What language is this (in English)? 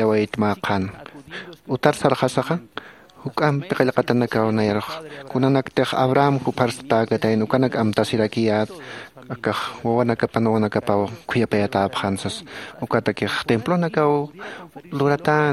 Aymara